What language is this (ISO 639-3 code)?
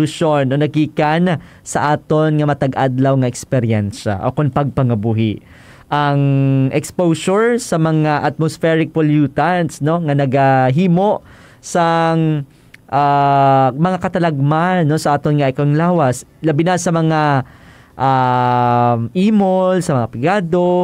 hil